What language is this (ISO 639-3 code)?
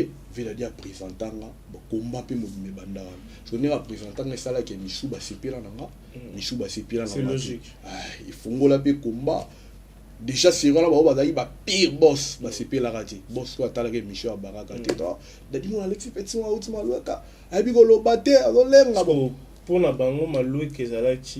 lin